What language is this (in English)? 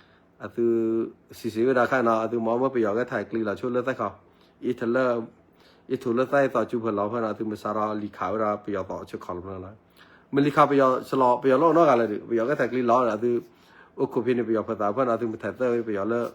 S'gaw Karen